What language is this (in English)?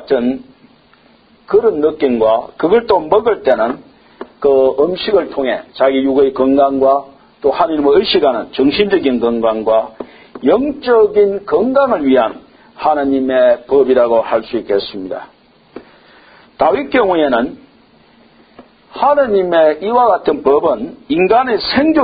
Korean